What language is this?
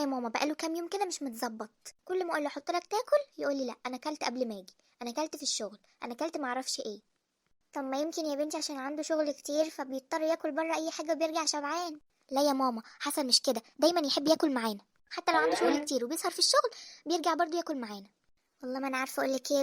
Egyptian Arabic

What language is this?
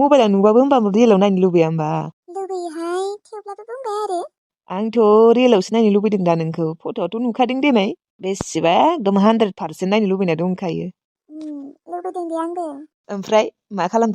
Bodo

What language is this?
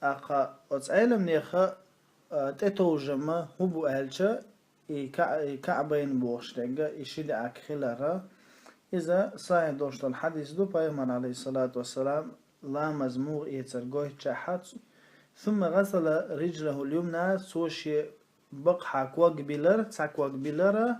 Chechen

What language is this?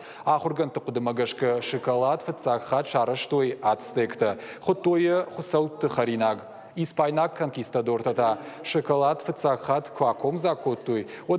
Ossetic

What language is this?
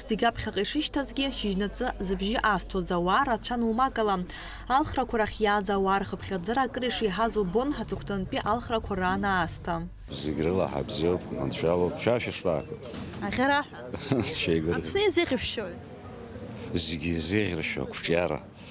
Abkhazian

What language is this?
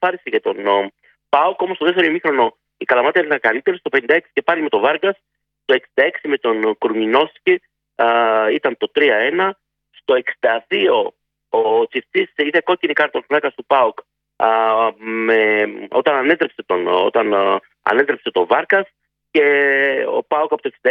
Greek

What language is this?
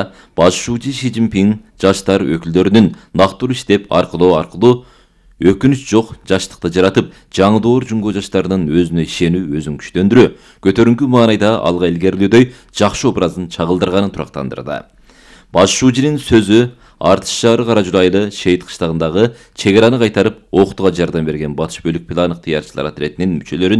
Kyrgyz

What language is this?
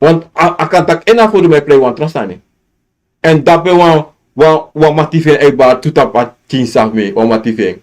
Sranan Tongo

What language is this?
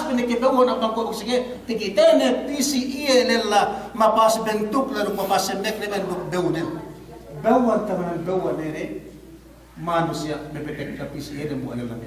Yakan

